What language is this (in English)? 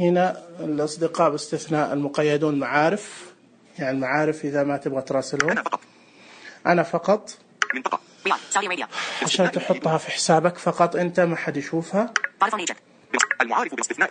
Najdi Arabic